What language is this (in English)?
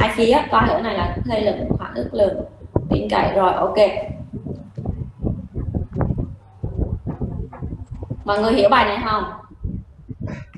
Vietnamese